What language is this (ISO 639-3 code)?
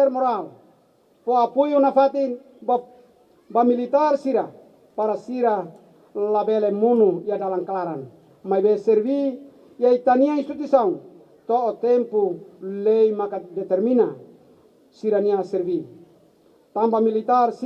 tet